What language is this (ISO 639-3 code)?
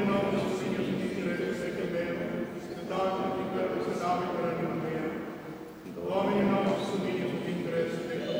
spa